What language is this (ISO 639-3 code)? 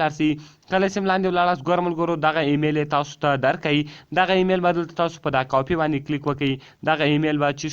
pus